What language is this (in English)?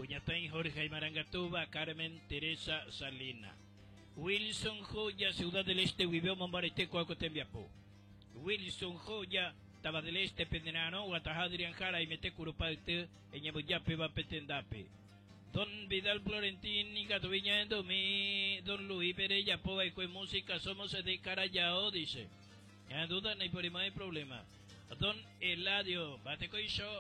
Guarani